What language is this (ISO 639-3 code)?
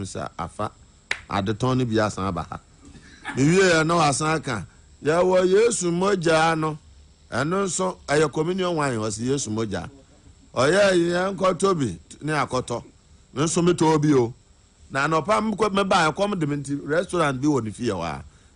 aka